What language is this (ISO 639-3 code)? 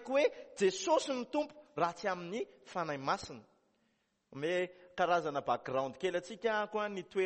mlg